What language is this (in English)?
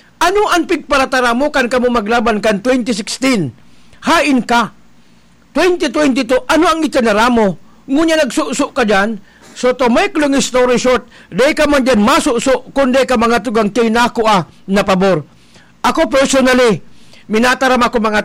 Bikol